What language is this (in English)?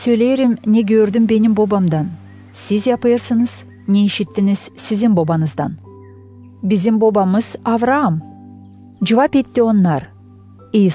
Gagauz